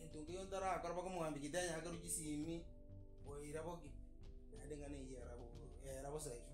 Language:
Gusii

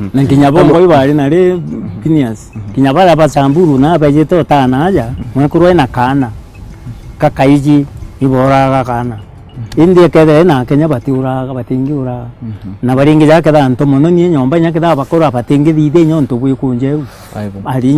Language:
Meru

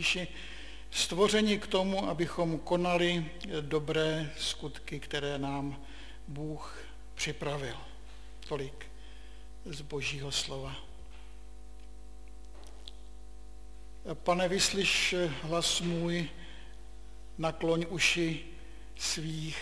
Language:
Czech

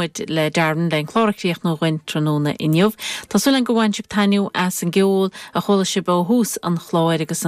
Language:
Irish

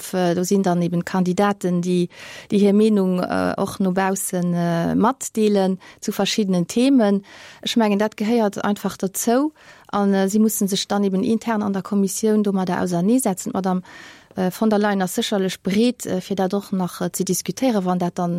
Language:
Luxembourgish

